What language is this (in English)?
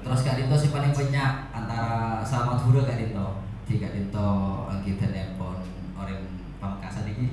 Madurese